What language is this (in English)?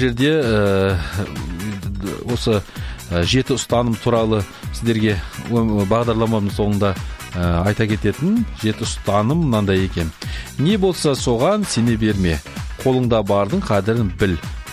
Kazakh